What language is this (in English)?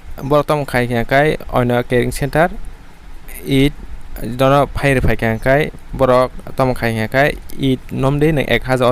Kok Borok